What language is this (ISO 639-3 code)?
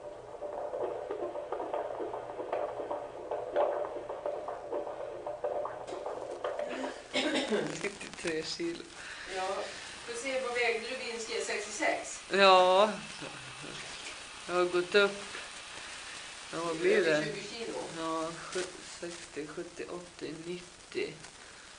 swe